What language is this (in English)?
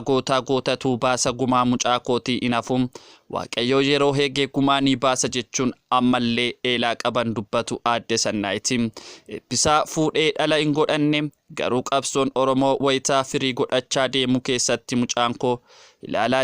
Oromo